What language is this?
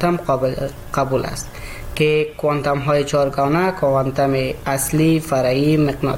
Persian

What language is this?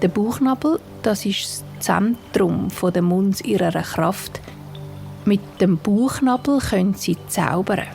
Swiss German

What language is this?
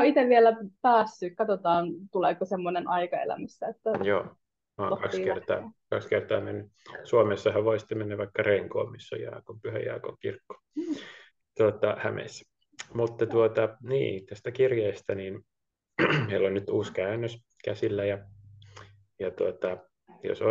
Finnish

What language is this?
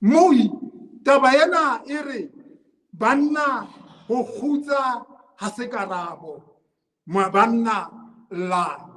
Southern Sotho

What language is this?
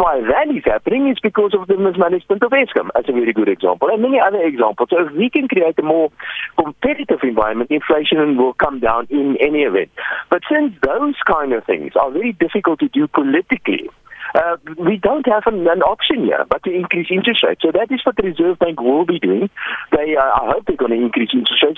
English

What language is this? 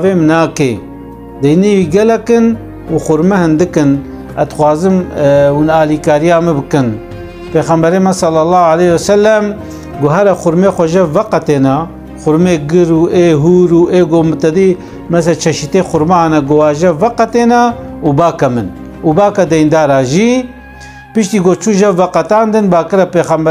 Kurdish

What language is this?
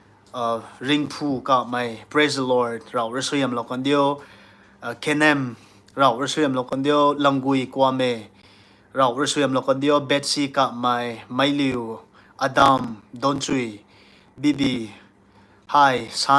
Rongmei Naga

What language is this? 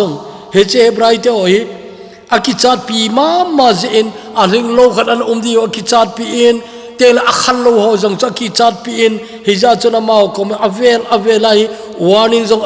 Thado Chin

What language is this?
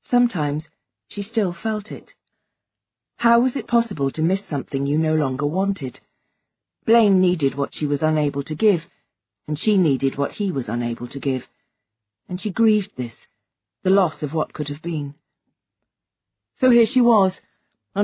English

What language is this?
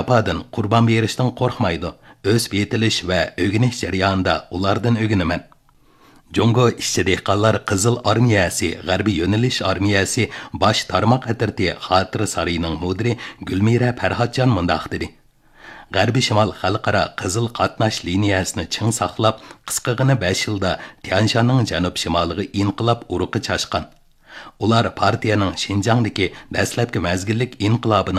Uyghur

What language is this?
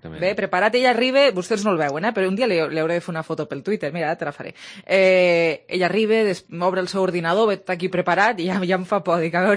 Catalan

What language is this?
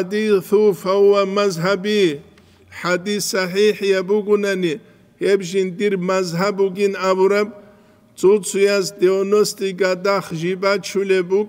Avaric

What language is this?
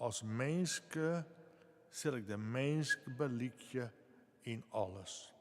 Western Frisian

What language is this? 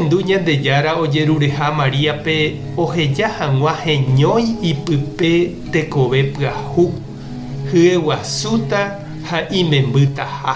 Guarani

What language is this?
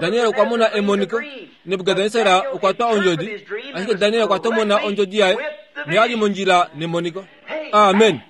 Kuanyama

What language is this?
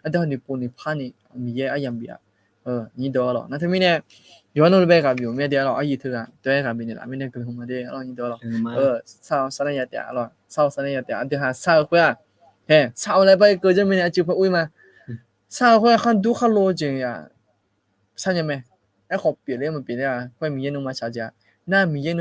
Akha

